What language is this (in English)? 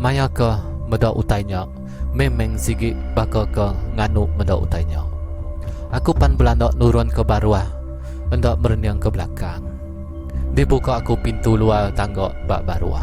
Iban